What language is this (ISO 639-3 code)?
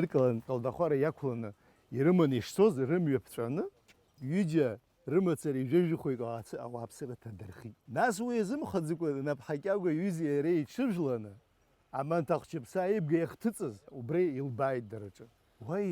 abk